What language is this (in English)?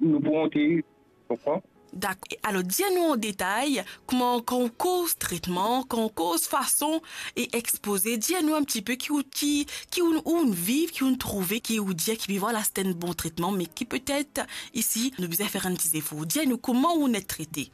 Morisyen